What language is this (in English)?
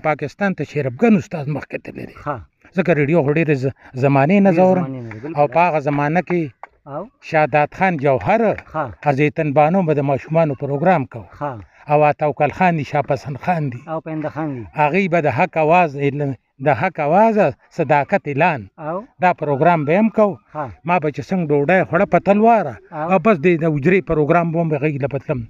Pashto